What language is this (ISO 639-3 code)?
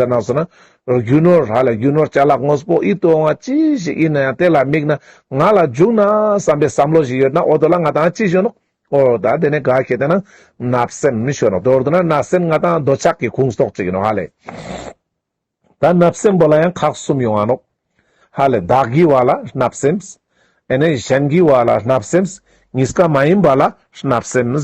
lbj